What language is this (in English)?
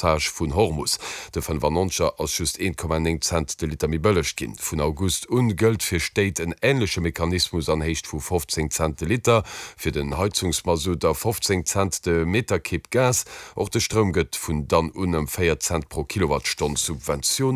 Luxembourgish